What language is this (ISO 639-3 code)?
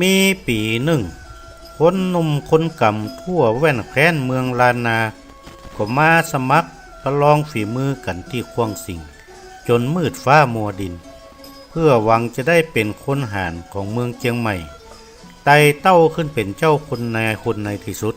nod